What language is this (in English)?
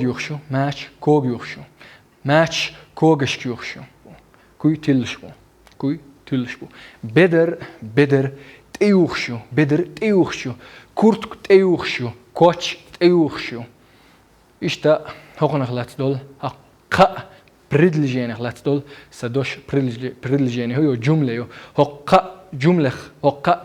Chechen